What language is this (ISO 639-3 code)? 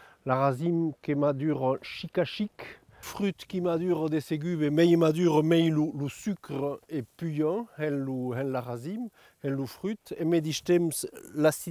oci